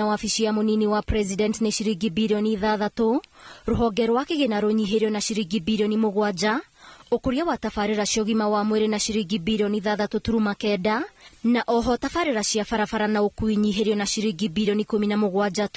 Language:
Kikuyu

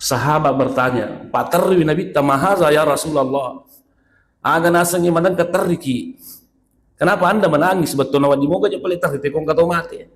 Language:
Buginese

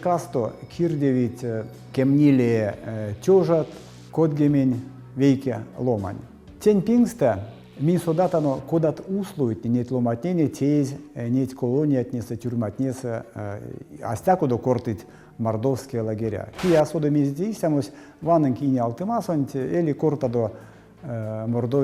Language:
Erzya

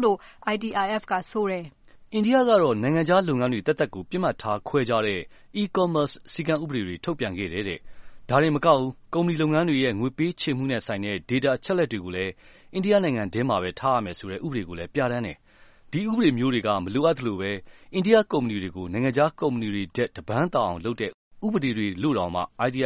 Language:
Burmese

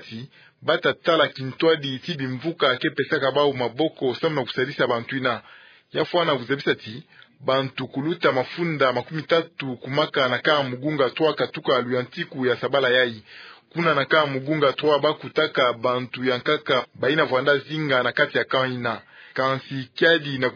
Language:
Kituba (Democratic Republic of Congo)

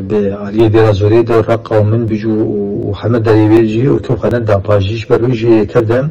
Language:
Kurdish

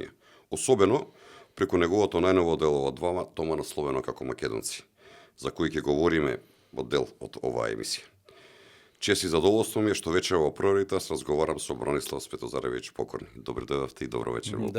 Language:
Macedonian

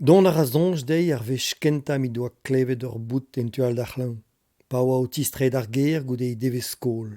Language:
Breton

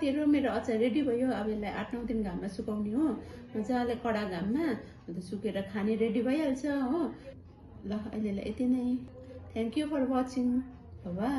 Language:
Nepali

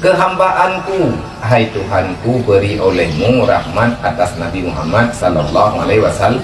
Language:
Achinese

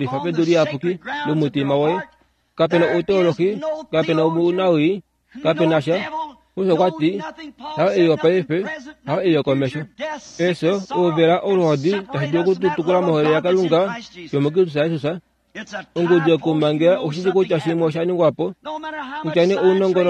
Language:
Kuanyama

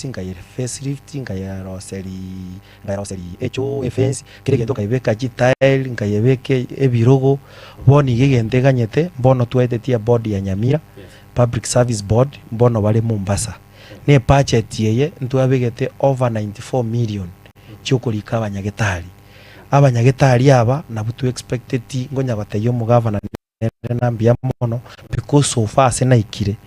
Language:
Gusii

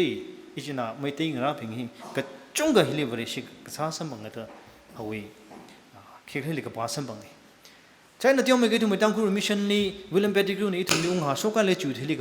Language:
Tangkhul Naga (India)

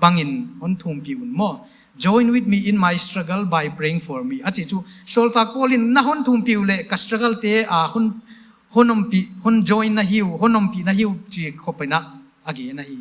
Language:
Paite Chin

